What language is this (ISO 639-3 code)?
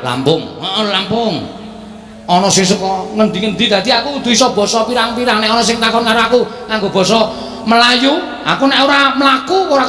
jav